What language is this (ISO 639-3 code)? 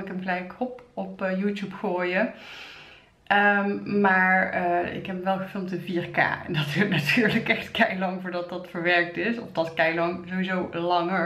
nld